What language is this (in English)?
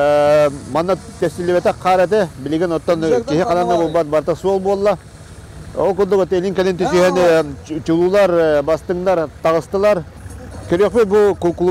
Yakut